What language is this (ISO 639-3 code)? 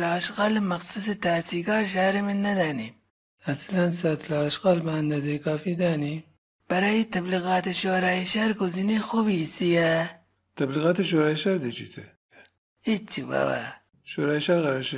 glk